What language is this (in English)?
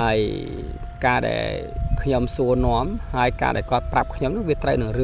Khmer